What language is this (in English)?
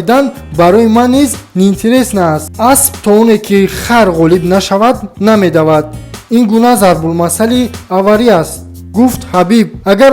Tajik